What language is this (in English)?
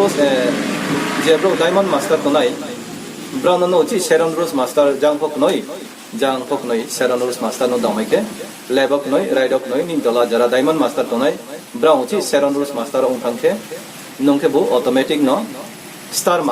Riang (India)